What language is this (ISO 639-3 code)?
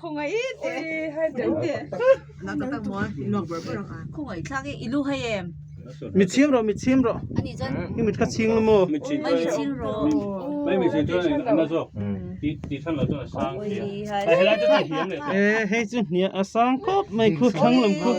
lus